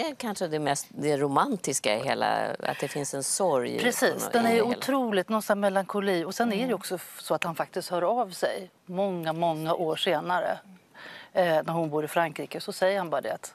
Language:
Swedish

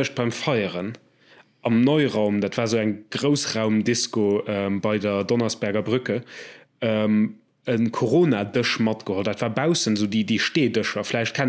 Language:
Luxembourgish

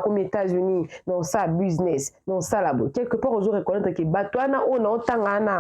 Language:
Lingala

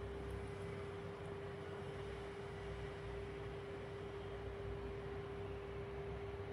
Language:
Kannada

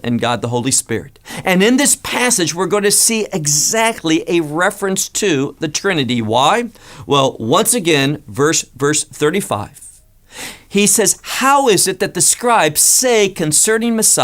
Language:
English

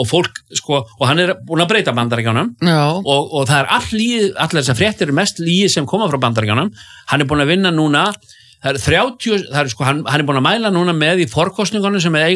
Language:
Icelandic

